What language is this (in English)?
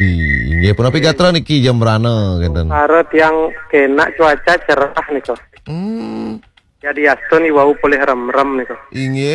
Balinese